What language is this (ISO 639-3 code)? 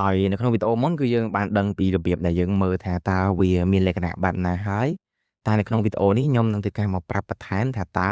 khm